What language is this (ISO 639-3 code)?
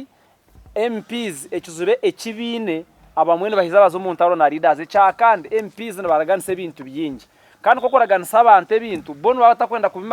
nyn